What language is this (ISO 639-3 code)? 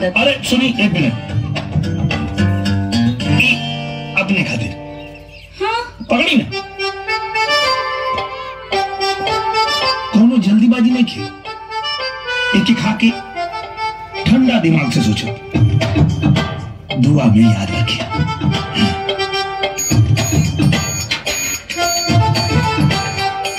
bho